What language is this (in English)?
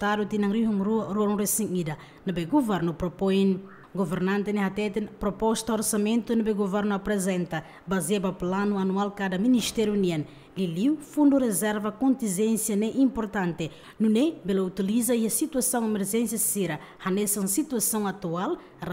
Tetum